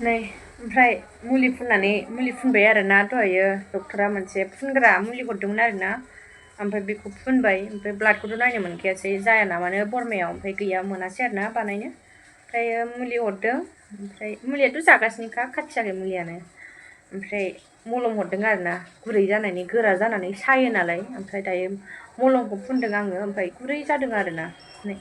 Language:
Bodo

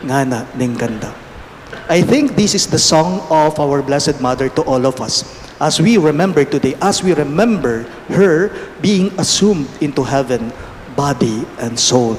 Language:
Pampanga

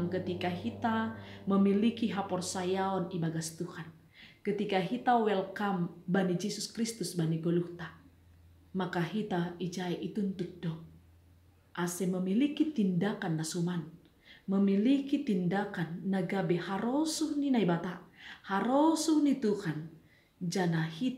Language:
Batak Simalungun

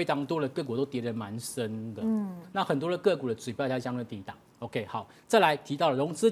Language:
Chinese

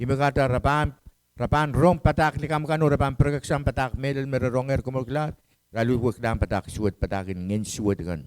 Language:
Pohnpeian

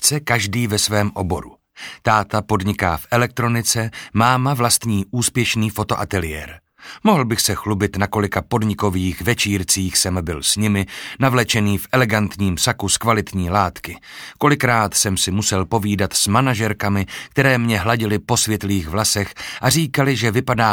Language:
Czech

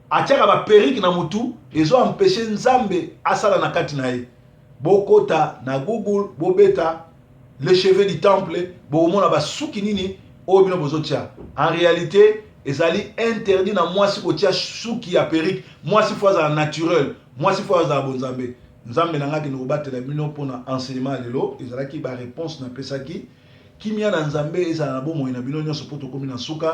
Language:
Lingala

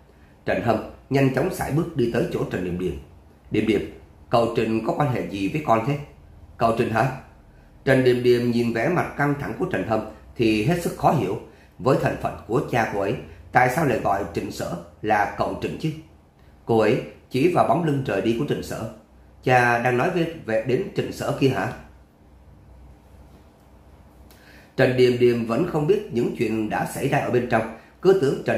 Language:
Vietnamese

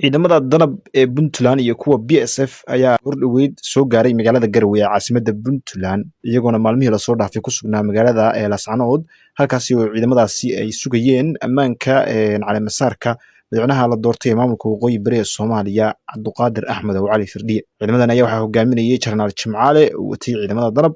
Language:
Somali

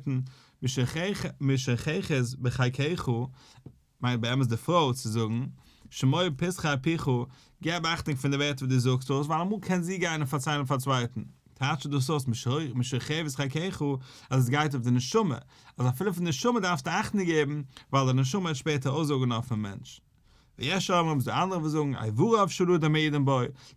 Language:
Yiddish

